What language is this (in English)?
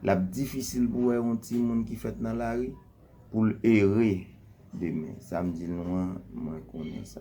Haitian Creole